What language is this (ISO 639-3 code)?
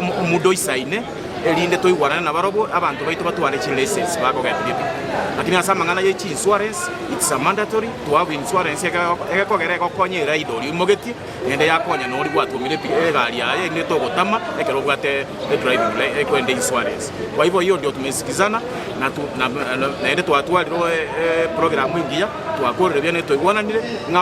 guz